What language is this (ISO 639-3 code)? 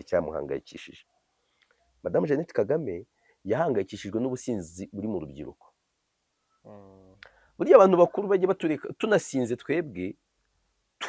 kin